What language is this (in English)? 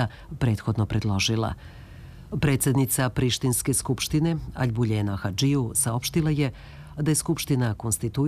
Serbian